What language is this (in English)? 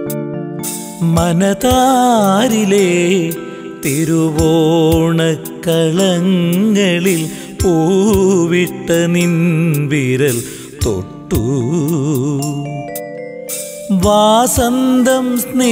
Malayalam